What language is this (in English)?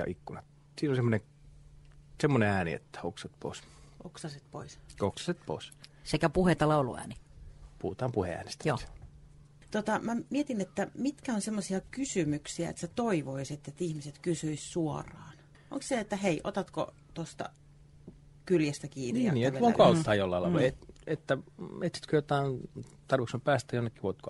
Finnish